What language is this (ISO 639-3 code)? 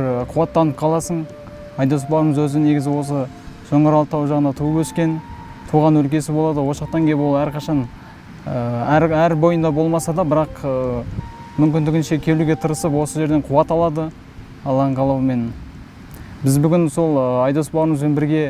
kaz